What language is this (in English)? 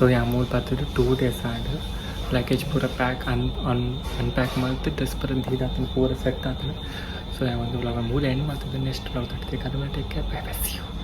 Tulu